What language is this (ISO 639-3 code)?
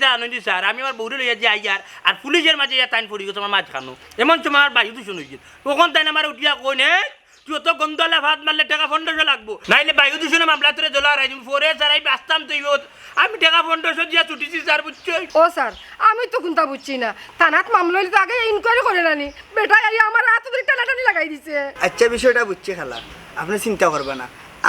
syl